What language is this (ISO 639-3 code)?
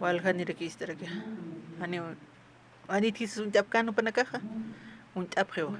aym